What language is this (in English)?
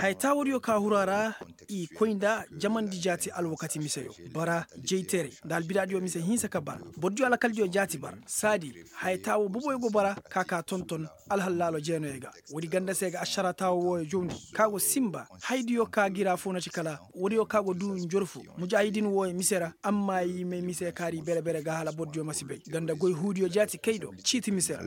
Koyraboro Senni